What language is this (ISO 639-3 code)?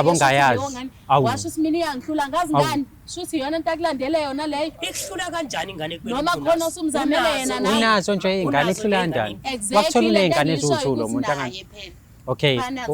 zul